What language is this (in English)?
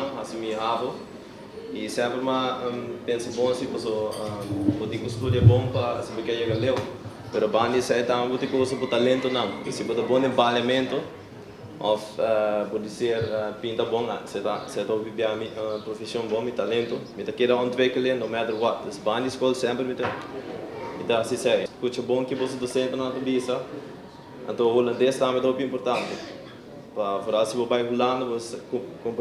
Papiamento